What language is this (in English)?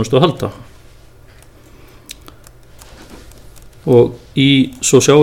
Icelandic